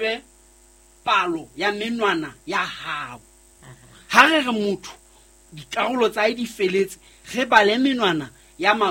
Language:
Southern Sotho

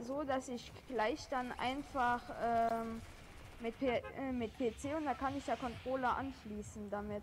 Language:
Bavarian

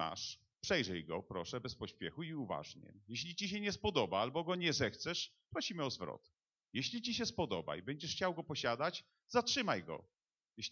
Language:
Polish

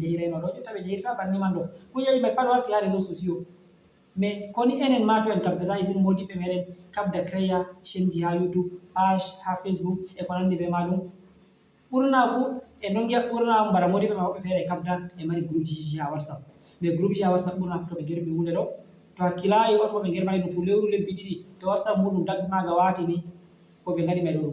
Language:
Fula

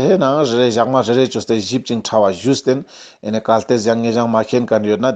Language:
Ladakhi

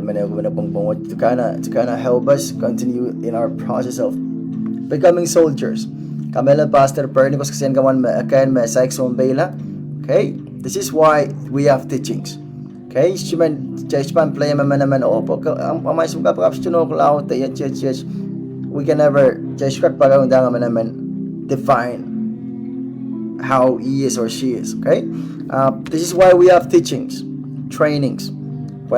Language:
Pohnpeian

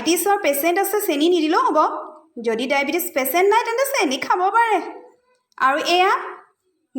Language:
Assamese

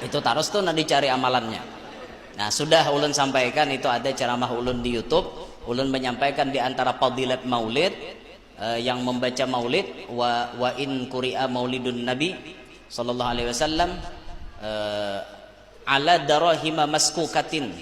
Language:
Banjar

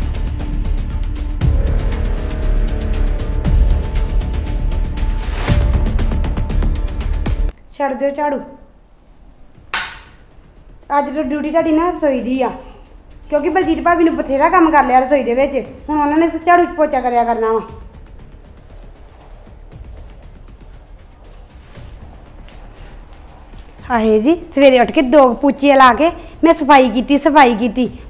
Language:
Punjabi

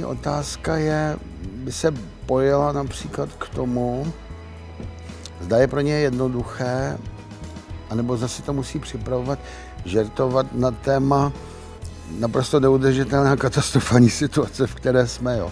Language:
Czech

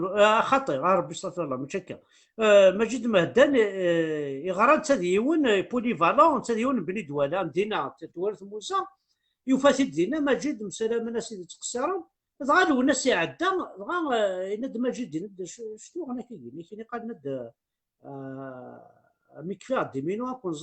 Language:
Kabyle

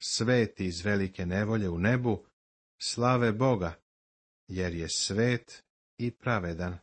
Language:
Serbian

